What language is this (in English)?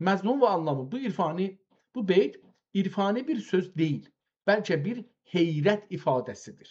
South Azerbaijani